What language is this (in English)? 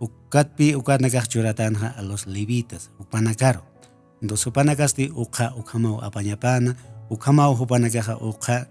Aymara